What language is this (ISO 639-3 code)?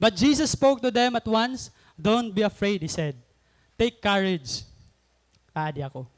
war